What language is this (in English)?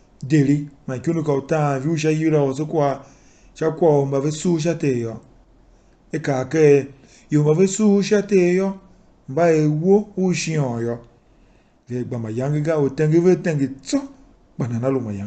Tiv